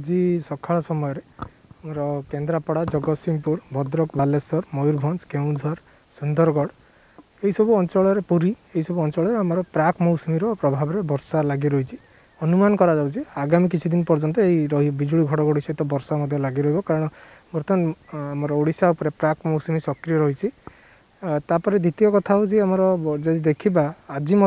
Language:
Odia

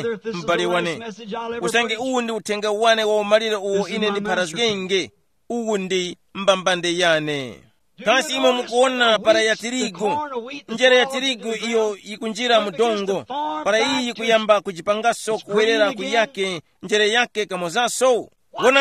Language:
Tumbuka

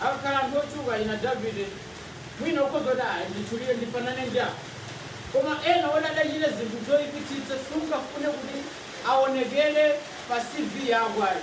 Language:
Nyanja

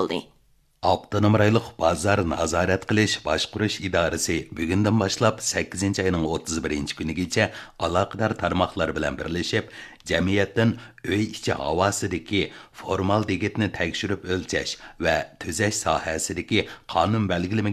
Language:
Uyghur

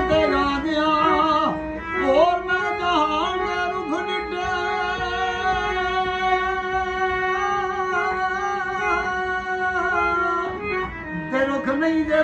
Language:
Punjabi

